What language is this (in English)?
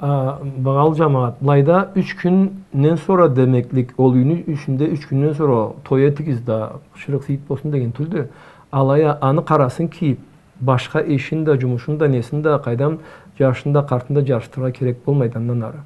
Karachay-Balkar